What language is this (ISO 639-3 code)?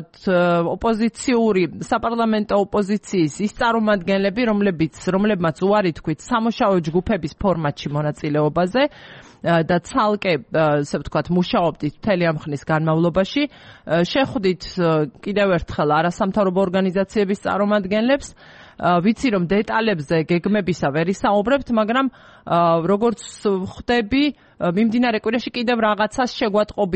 kat